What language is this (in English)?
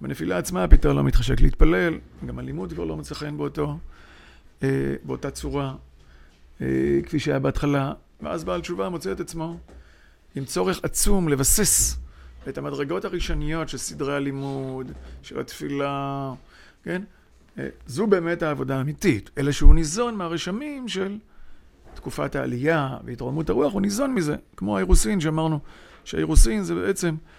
Hebrew